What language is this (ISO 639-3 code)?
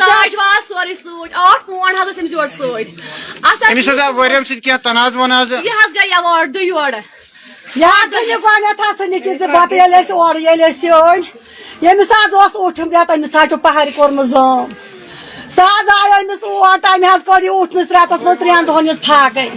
kas